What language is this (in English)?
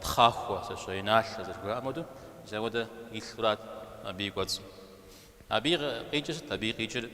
Kabardian